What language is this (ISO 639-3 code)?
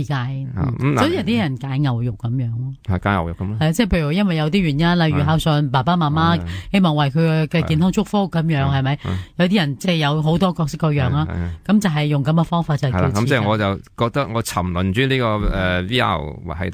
yue